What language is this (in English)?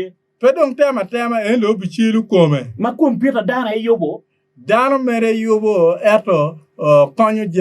Acoli